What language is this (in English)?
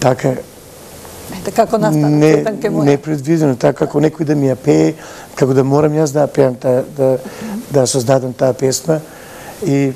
Macedonian